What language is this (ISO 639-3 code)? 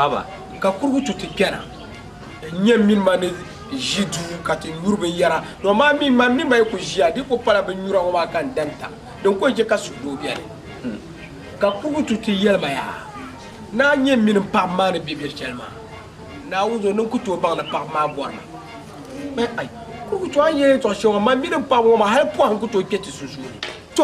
dag